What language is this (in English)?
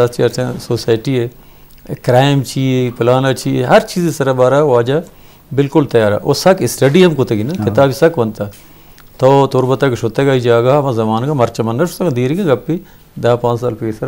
Eastern Balochi